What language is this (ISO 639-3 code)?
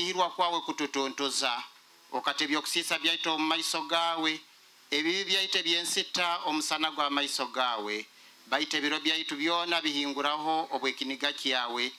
nyo